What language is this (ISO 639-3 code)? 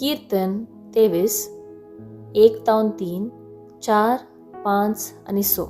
kok